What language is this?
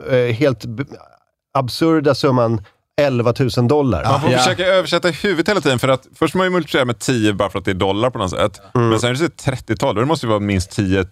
Swedish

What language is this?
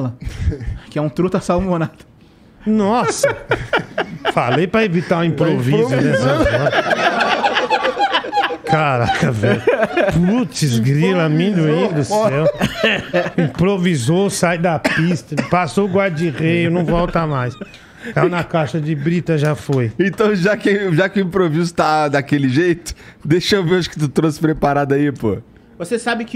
Portuguese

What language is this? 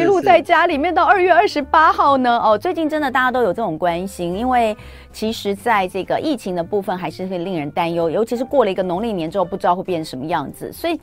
Chinese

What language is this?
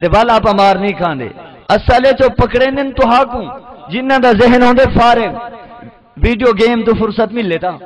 Saraiki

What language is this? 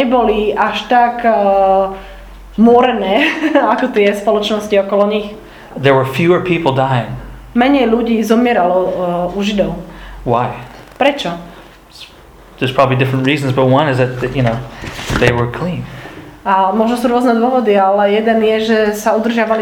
Slovak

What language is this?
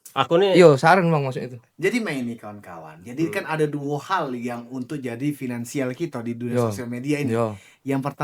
Musi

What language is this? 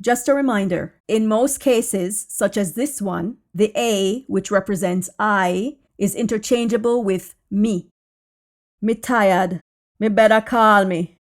Jamaican Creole English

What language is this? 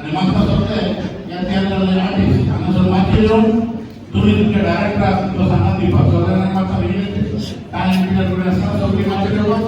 Konkani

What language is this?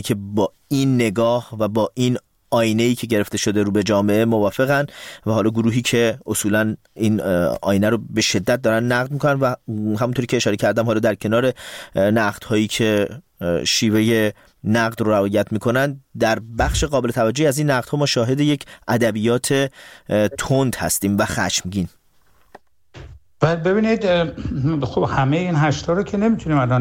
Persian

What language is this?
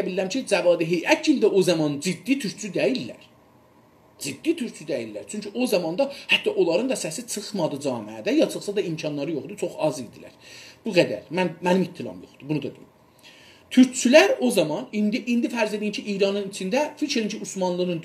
South Azerbaijani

